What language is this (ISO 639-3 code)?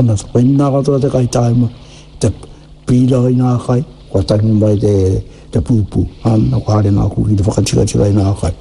mri